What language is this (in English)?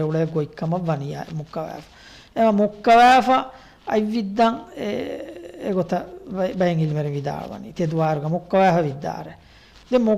Divehi